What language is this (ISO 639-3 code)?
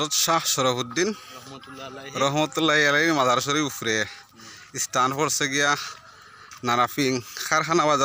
syl